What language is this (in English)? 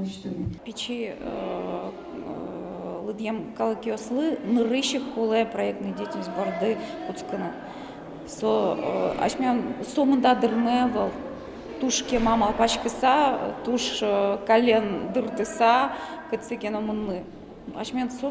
Udmurt